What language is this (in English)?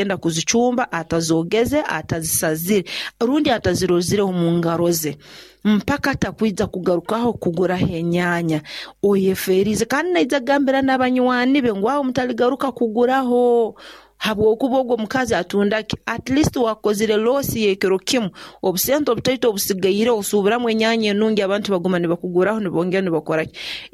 Nyoro